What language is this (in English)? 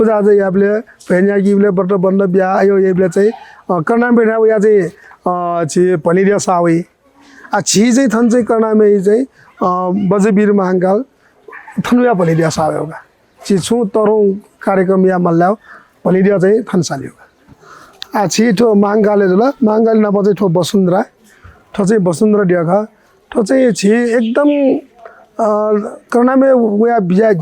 Newari